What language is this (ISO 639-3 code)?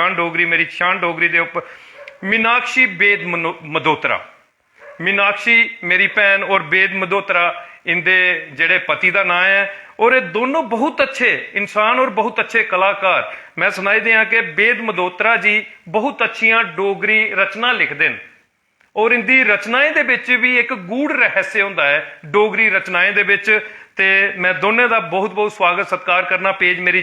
doi